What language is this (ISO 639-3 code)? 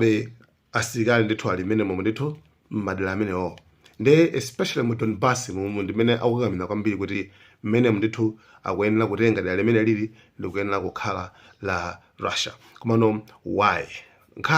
nya